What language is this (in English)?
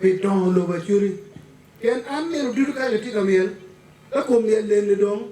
Acoli